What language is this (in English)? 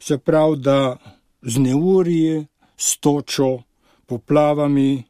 Slovenian